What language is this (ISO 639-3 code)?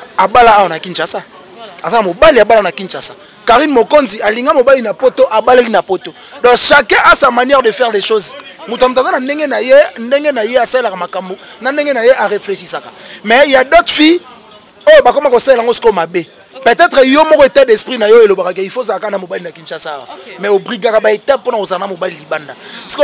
lin